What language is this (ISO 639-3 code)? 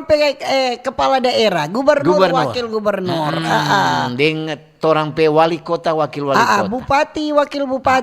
xmm